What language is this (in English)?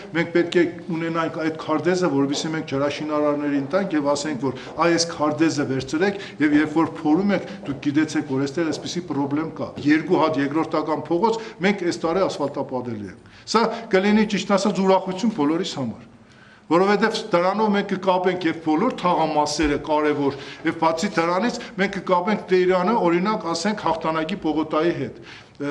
Armenian